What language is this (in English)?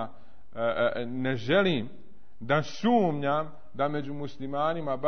Bosnian